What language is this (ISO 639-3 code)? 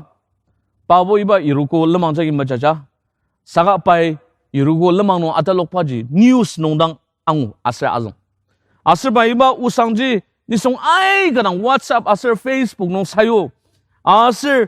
njo